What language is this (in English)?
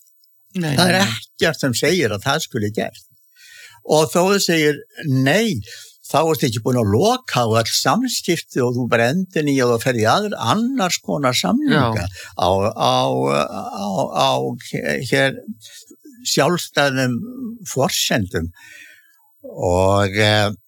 Icelandic